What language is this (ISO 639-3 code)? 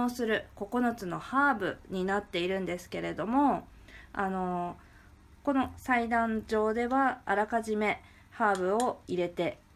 jpn